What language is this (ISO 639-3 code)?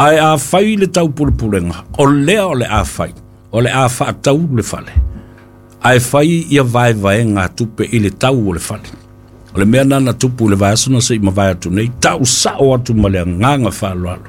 smo